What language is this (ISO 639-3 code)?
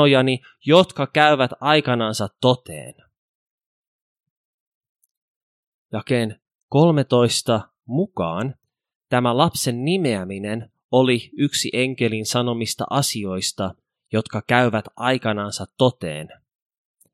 fin